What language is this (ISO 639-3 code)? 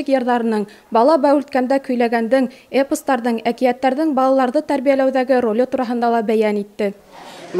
bak